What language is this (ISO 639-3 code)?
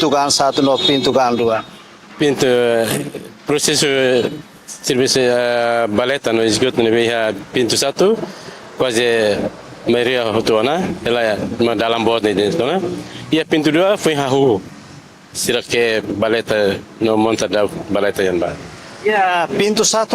tet